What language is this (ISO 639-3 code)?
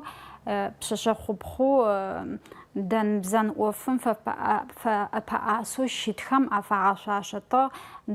ady